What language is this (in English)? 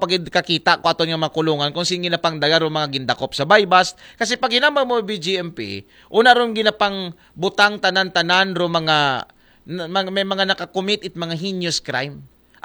Aklanon